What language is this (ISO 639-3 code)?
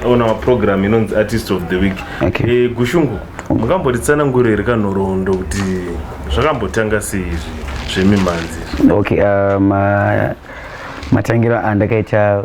sna